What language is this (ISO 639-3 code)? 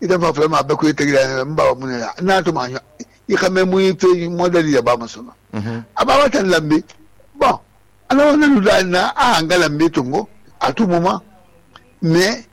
sus